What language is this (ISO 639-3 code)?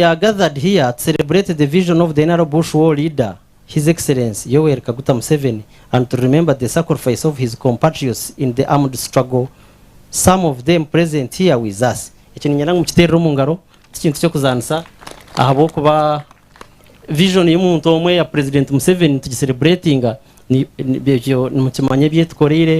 nyn